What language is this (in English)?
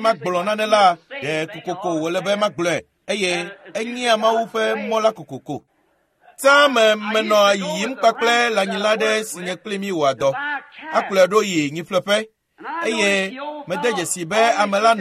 Ewe